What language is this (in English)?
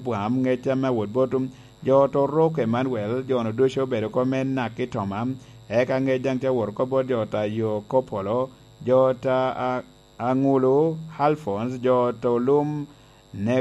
Lango (Uganda)